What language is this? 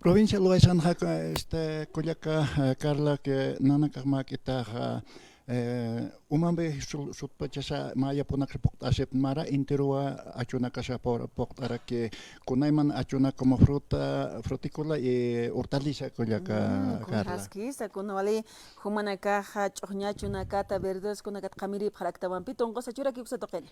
Aymara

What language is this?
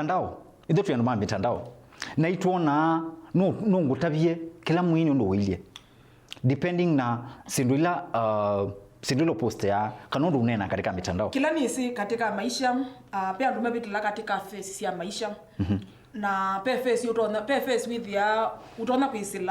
Kamba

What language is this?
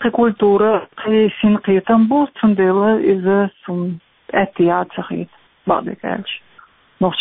Chechen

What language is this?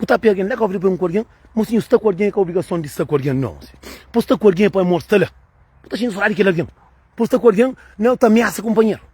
Kabuverdianu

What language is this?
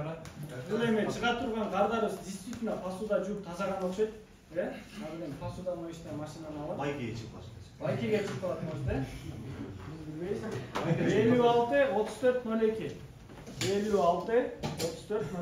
Kyrgyz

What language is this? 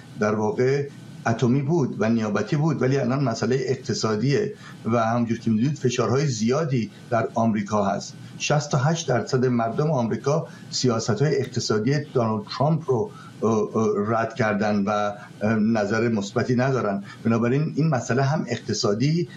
Persian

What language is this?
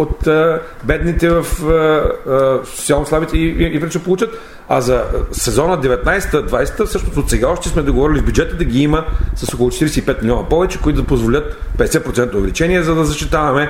Bulgarian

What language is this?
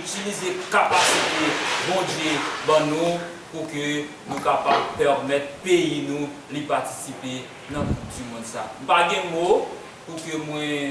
Haitian Creole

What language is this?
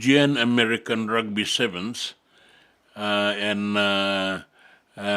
Fijian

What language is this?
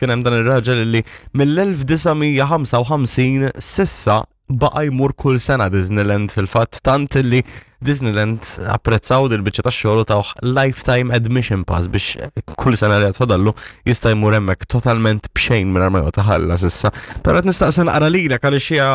Maltese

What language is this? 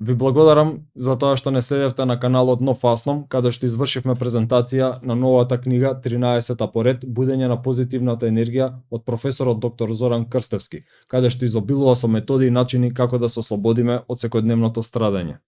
Macedonian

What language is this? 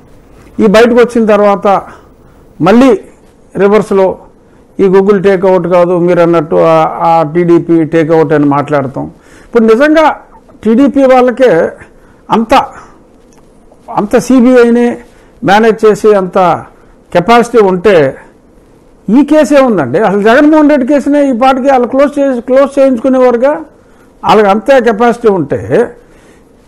Telugu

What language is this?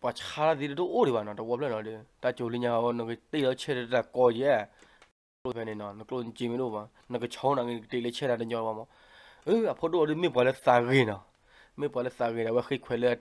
S'gaw Karen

